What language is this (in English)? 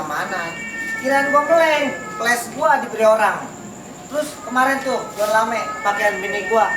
Betawi